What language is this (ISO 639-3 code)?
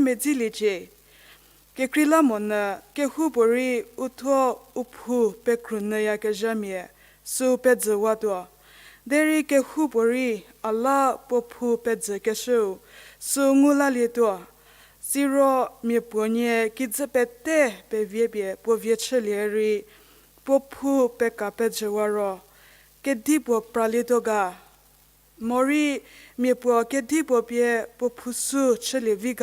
njm